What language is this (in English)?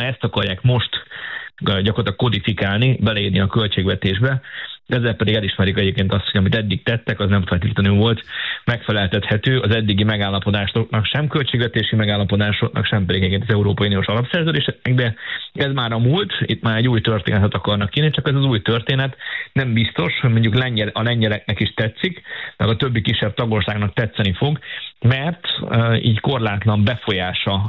Hungarian